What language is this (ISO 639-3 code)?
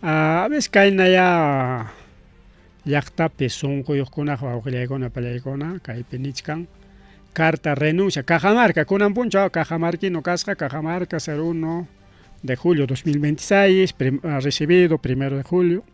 quy